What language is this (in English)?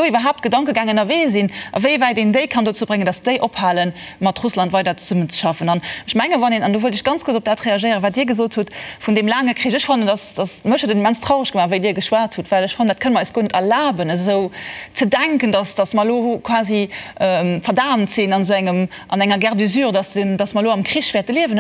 Luxembourgish